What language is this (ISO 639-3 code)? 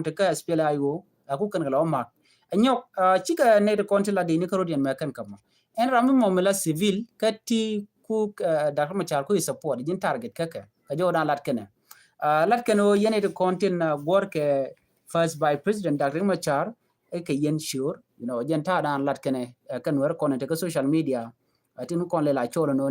nus